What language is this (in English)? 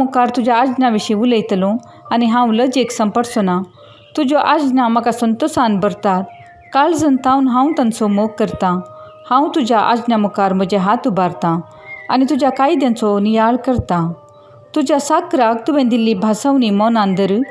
Konkani